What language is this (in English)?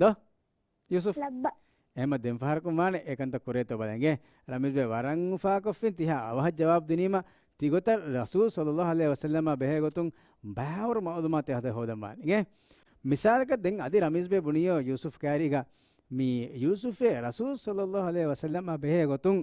Divehi